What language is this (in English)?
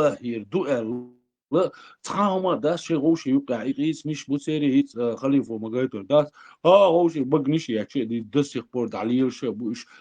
Chechen